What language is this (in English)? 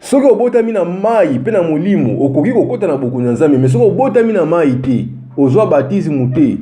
Lingala